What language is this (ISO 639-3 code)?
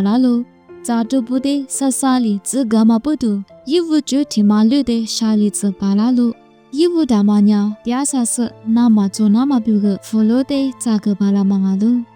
lis